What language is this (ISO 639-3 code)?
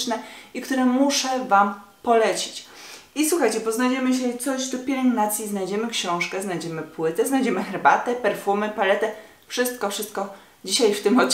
pol